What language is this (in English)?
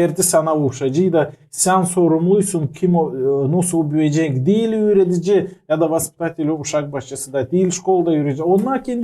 Gagauz